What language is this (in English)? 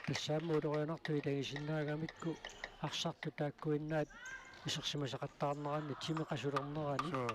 Kalaallisut